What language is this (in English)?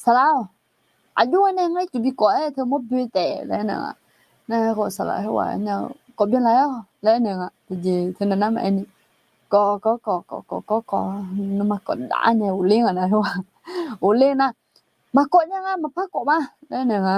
Akha